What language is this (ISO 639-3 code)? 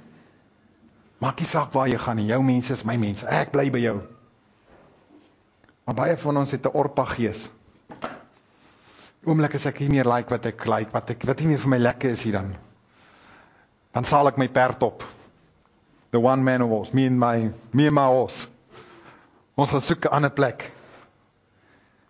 afr